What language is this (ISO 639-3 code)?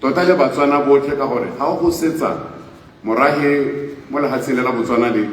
tsn